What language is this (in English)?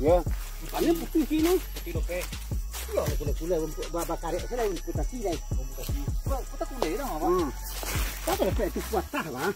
Minangkabau